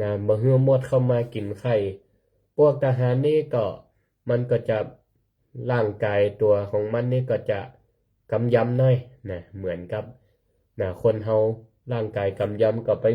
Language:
Northern Thai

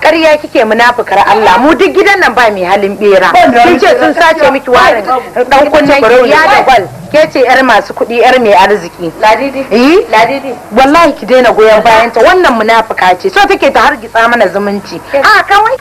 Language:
Hausa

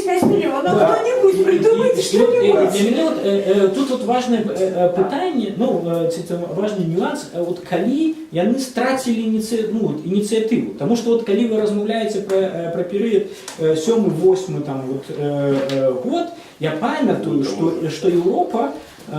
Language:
Belarusian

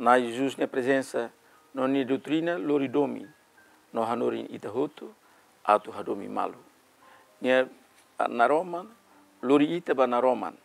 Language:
Tetum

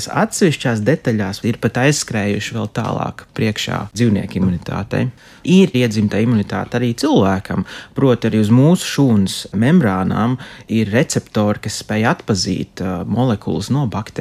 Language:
Latvian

